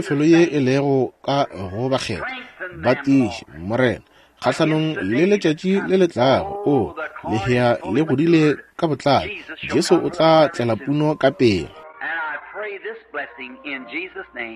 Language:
Northern Sotho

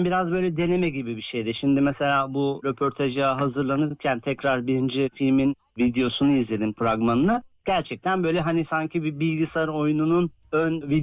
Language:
Turkish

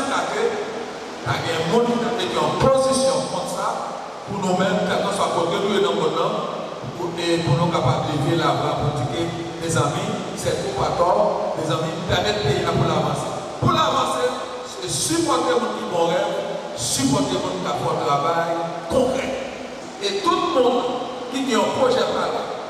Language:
Haitian Creole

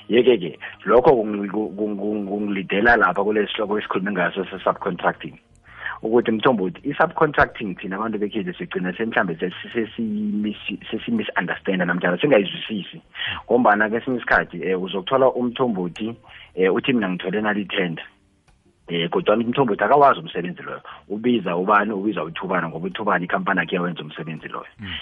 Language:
South Ndebele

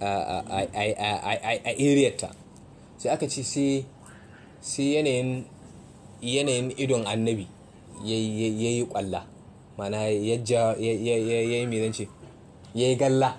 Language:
Hausa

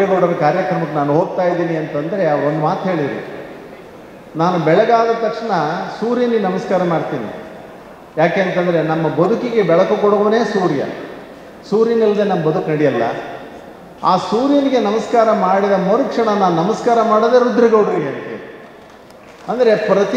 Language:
Kannada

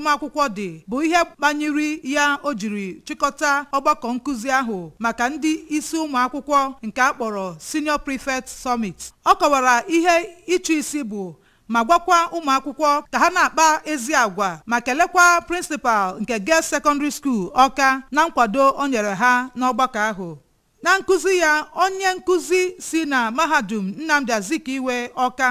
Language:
Igbo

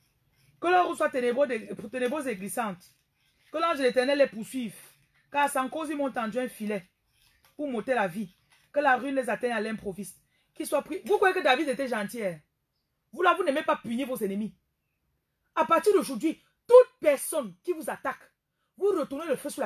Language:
French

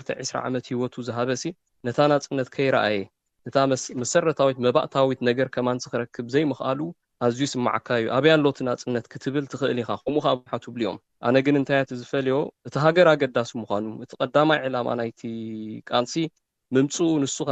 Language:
Tigrinya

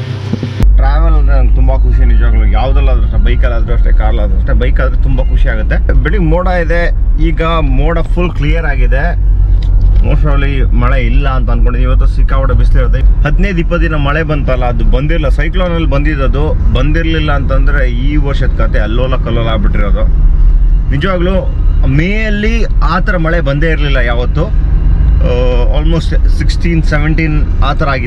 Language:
Kannada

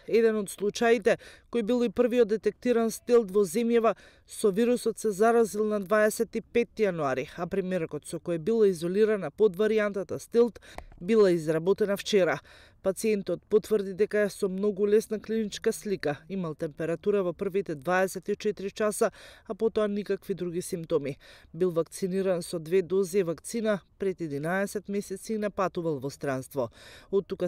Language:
Macedonian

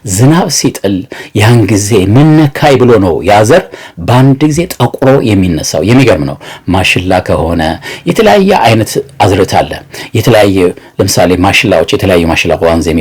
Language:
Amharic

